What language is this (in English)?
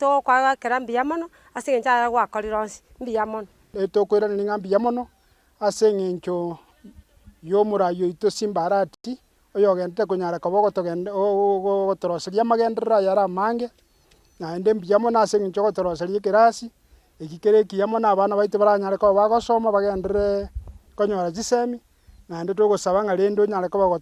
Gusii